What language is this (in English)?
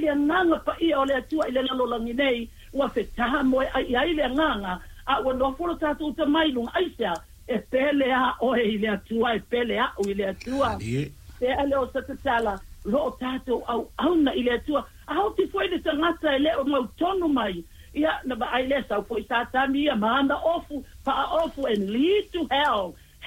Samoan